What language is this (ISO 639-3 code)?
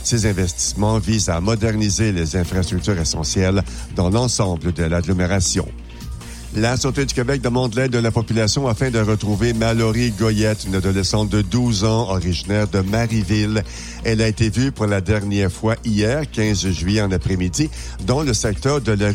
fra